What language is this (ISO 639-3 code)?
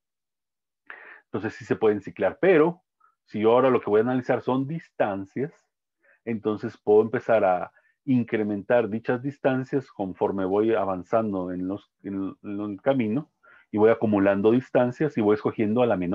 spa